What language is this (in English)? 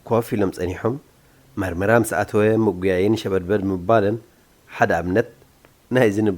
Tigrinya